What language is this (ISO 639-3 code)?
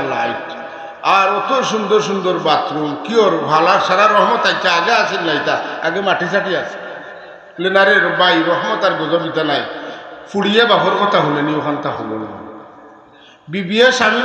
syl